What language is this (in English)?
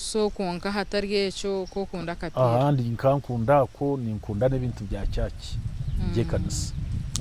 Nyankole